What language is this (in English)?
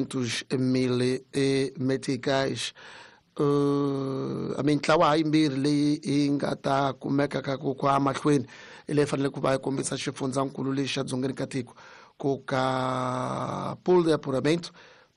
Tsonga